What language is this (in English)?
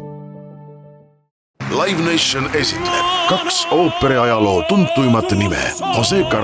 Estonian